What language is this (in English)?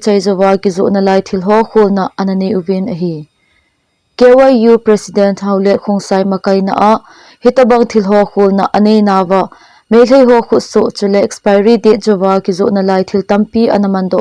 Thado Chin